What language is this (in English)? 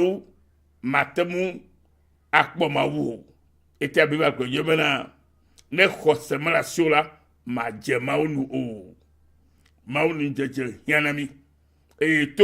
Ewe